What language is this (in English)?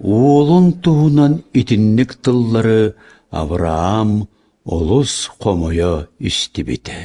Yakut